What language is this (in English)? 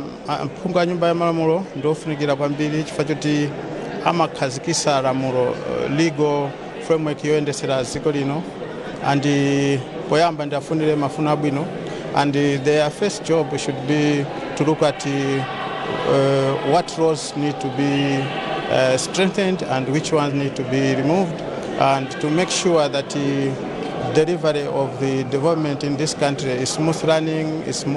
Nyanja